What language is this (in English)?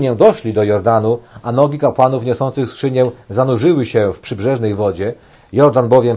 Polish